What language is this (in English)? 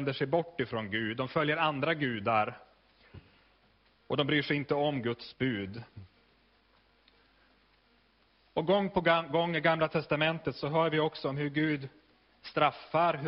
Swedish